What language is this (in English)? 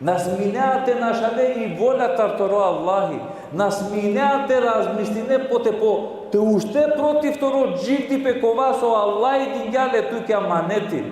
Balkan Romani